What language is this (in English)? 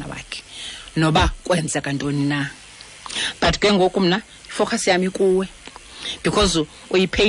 Xhosa